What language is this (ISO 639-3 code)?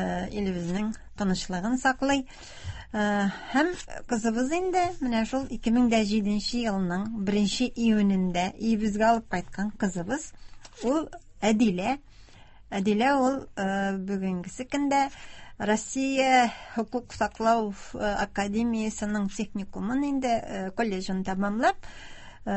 tat